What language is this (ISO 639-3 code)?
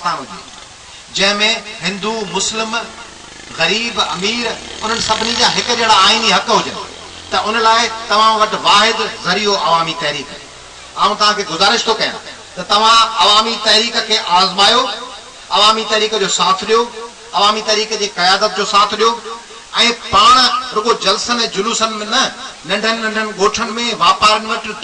snd